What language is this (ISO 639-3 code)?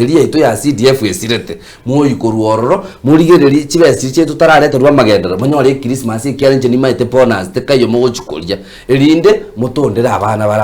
guz